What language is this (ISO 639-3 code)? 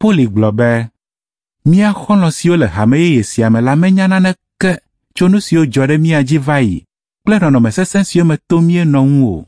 ewe